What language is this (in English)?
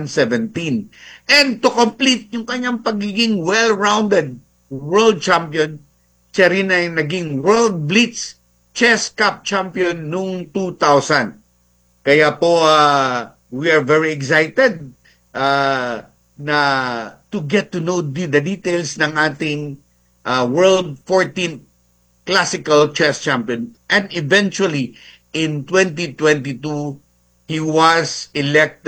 Filipino